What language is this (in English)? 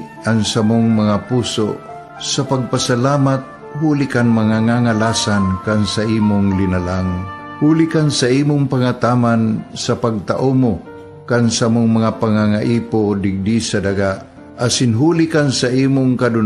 Bikol